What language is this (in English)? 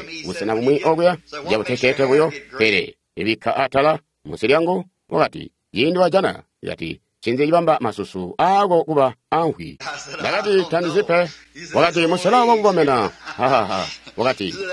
Tonga (Zambia)